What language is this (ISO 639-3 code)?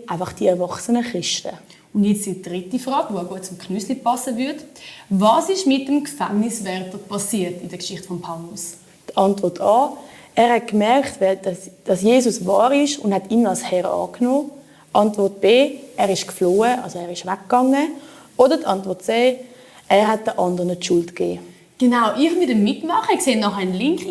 gsw